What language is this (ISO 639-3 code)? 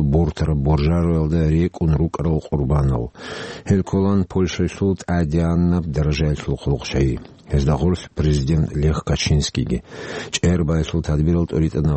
ava